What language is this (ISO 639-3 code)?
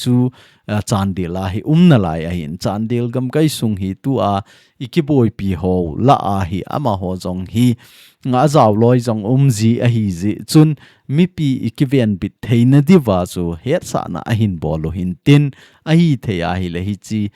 tcz